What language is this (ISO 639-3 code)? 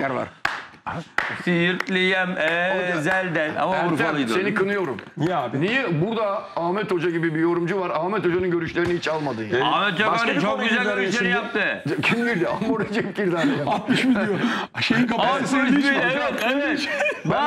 tur